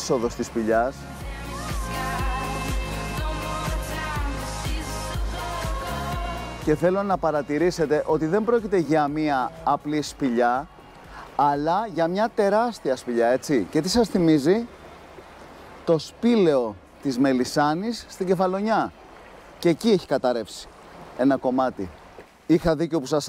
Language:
Greek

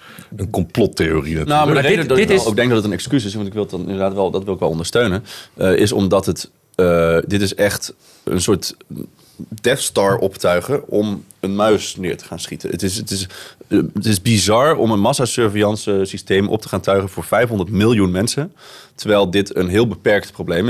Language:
Dutch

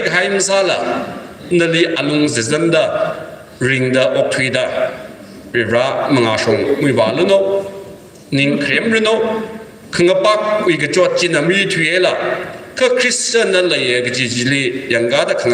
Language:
Tangkhul Naga (India)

